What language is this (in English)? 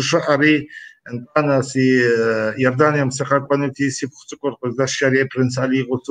Kabardian